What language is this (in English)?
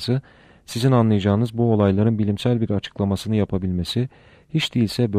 Turkish